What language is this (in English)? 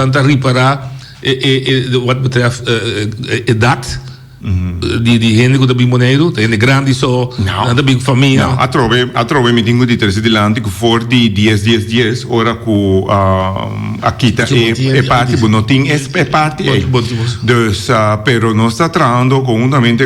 Papiamento